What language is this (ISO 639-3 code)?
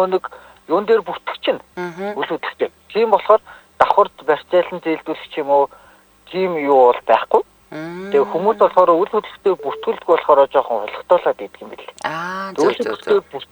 mon